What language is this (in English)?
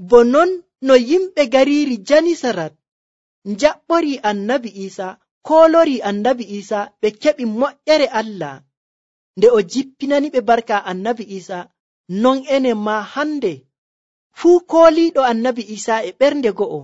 Nigerian Fulfulde